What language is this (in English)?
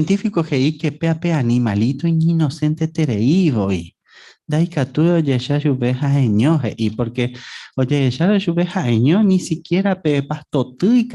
Guarani